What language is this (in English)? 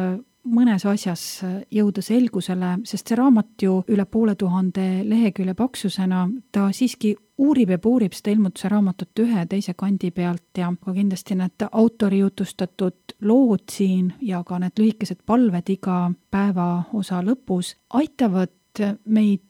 Estonian